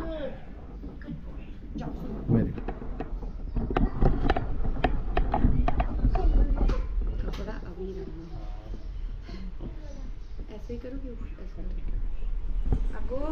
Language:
Hindi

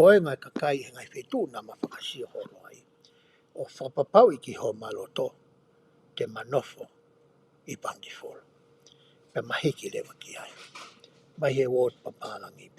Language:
Tongan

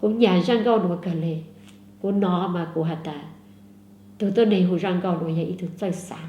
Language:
Hmong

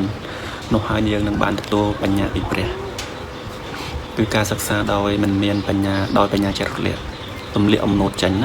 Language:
Khmer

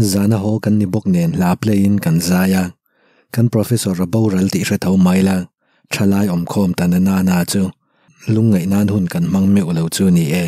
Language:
Mizo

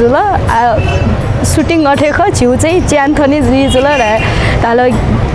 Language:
Newari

